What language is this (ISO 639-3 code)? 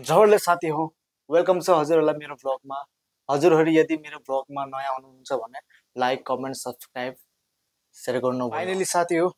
nep